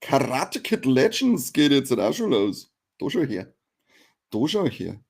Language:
Bavarian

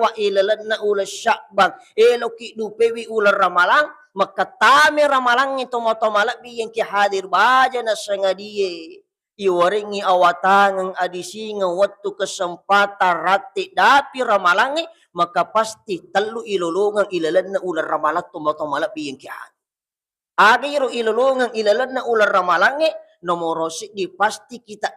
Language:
Buginese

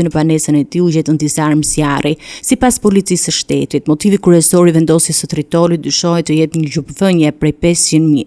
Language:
Albanian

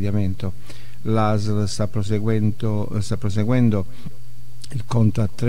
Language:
Italian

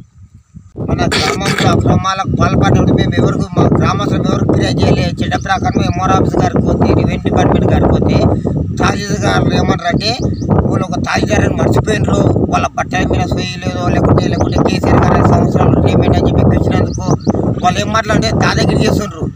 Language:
Telugu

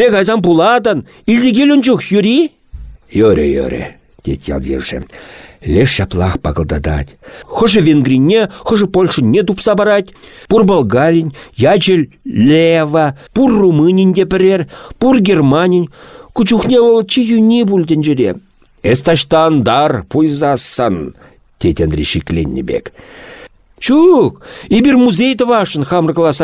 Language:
Chuvash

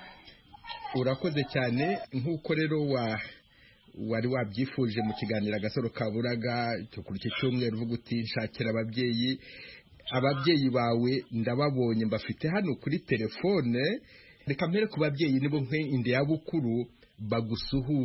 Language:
Kinyarwanda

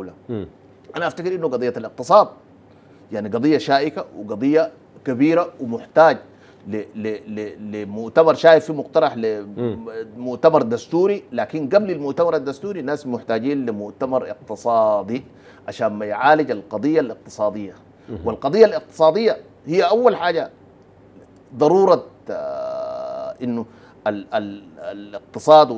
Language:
Sudanese Arabic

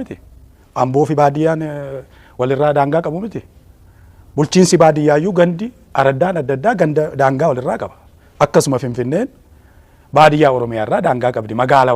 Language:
Oromo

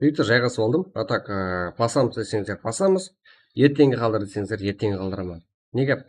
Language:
Kara-Kalpak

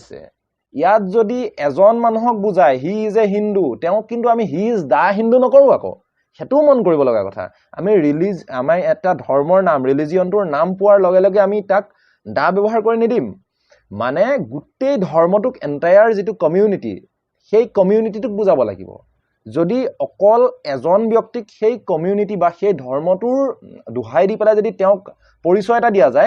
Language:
Assamese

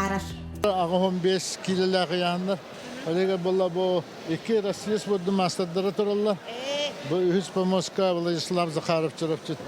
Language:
Yakut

